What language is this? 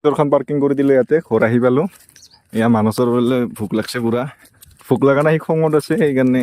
Assamese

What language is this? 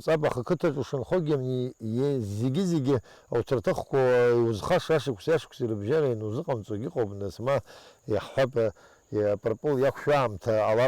Abkhazian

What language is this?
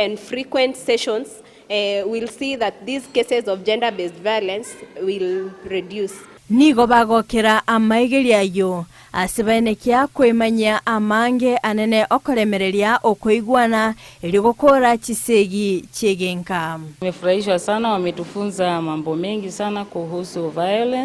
Gusii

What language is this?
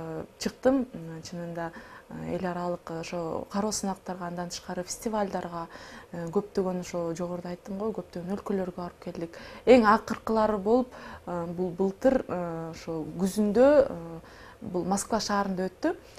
Kyrgyz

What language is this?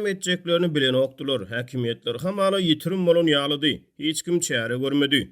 Turkmen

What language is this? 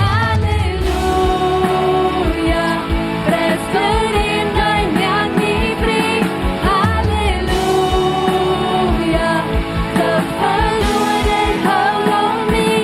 Plautdietsch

